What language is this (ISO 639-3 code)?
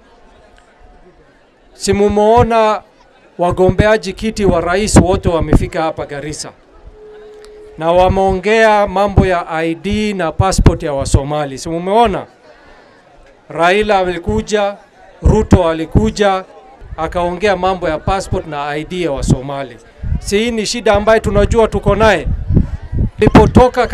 swa